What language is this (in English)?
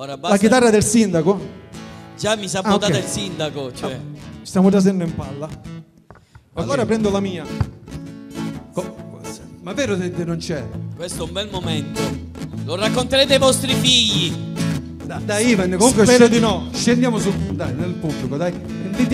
Italian